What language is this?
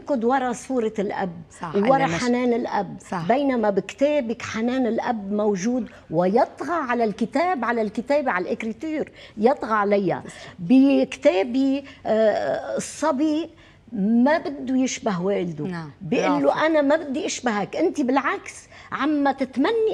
North Levantine Arabic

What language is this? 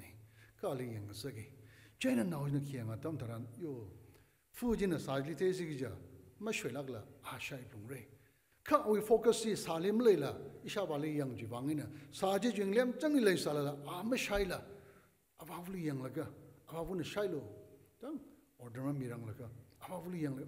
Tangkhul Naga (India)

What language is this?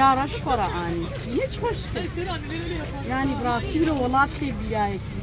Kurdish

